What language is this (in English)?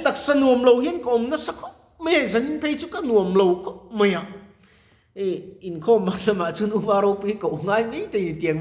Mizo